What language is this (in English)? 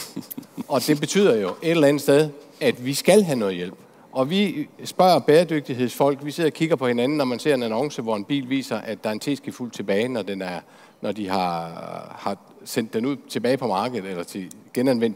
Danish